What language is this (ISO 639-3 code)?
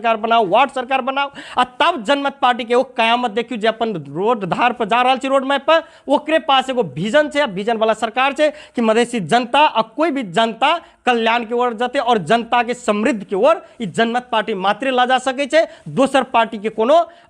mai